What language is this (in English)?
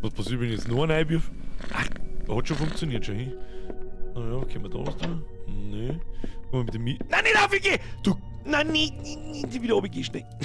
Bavarian